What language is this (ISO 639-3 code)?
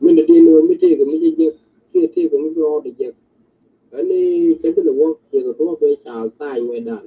nus